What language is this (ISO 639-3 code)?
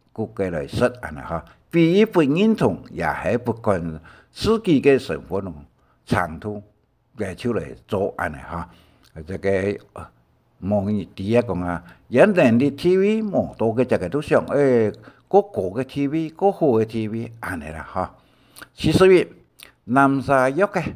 hak